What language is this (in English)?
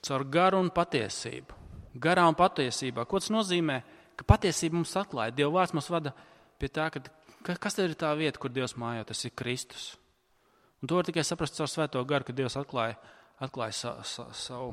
Latvian